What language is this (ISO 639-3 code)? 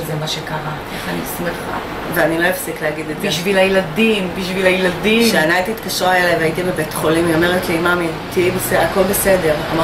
heb